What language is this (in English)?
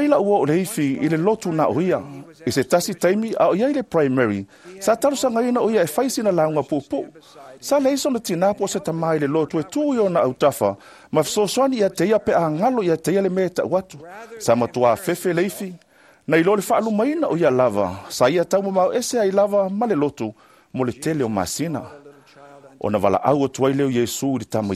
Samoan